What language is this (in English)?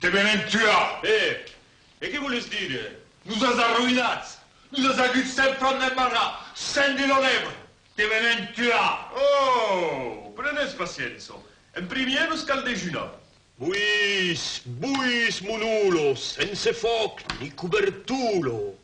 Occitan